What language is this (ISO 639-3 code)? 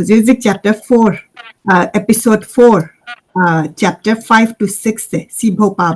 mni